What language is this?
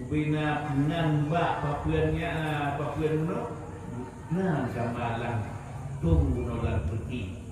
Achinese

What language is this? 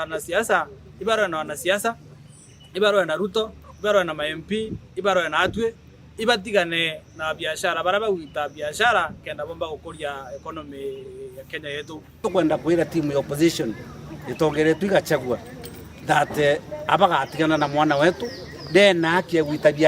Meru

